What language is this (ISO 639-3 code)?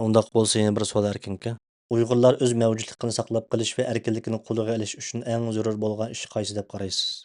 uig